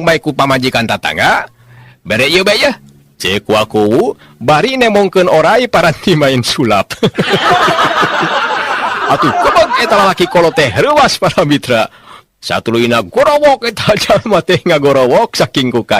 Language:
Sundanese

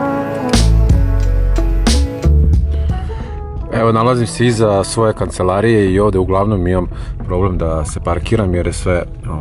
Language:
Serbian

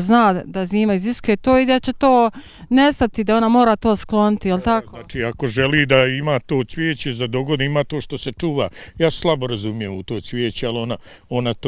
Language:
Bosnian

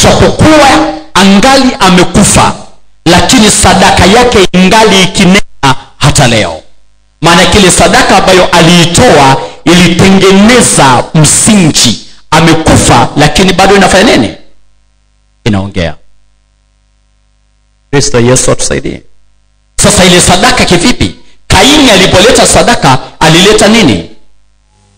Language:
Swahili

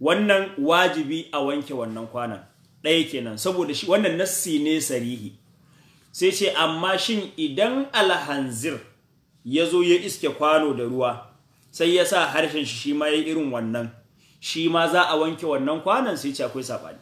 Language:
Hausa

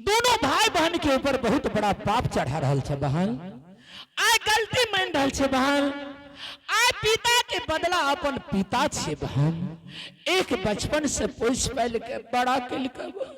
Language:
Angika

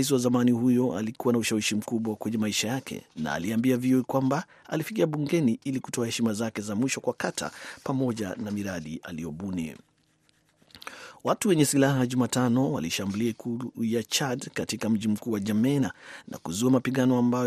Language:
Swahili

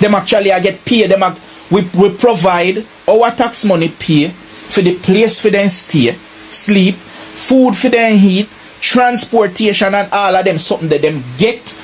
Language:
Jamaican Creole English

